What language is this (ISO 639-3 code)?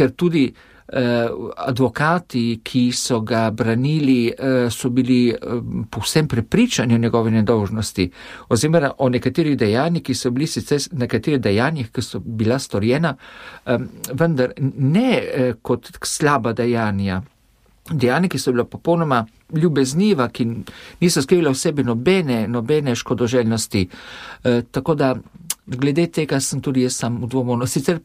slv